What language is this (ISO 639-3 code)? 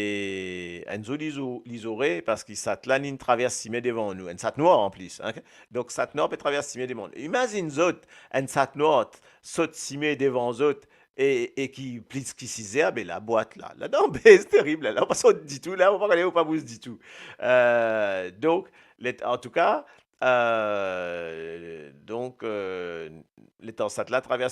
mfe